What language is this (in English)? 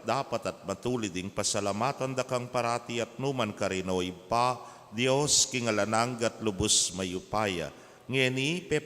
Pampanga